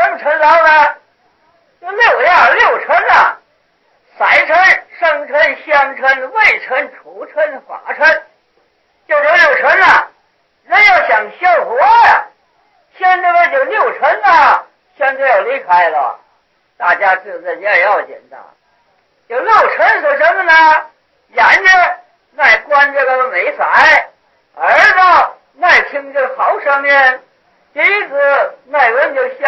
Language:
Chinese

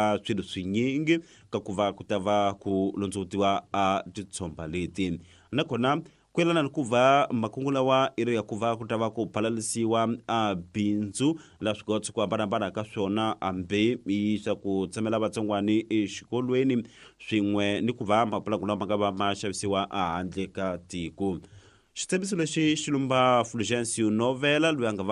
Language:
Tsonga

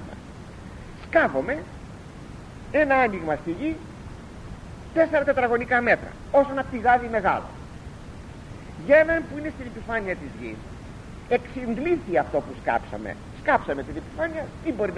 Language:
Greek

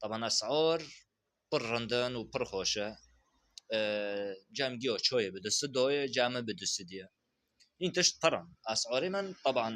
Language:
Kurdish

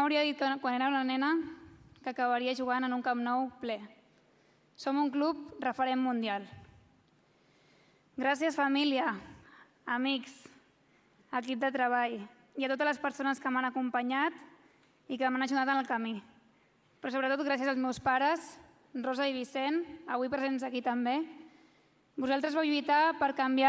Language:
Catalan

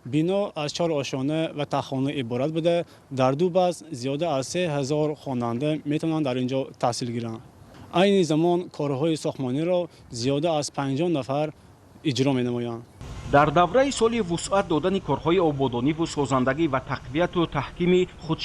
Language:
Tajik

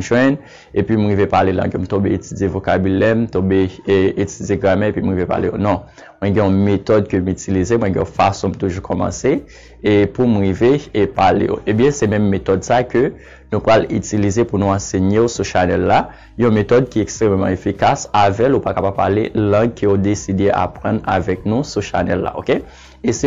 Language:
Haitian Creole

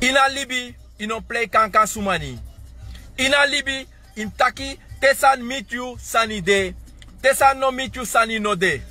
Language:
Sranan Tongo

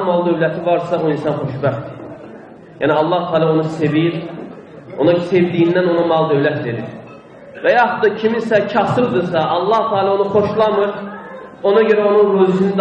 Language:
Azerbaijani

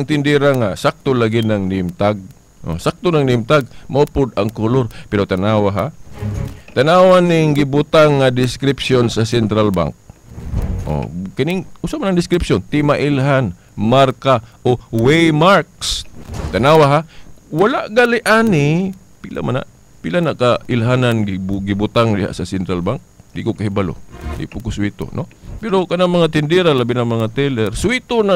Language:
Cebuano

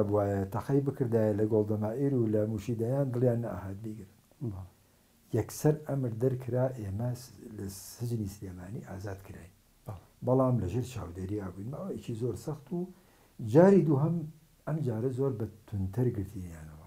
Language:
Central Kurdish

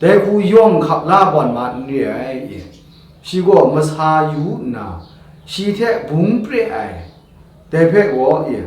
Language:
Kachin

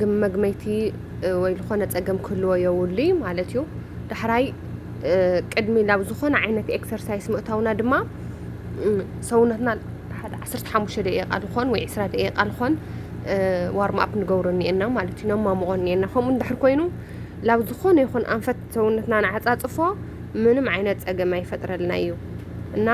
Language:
Tigrinya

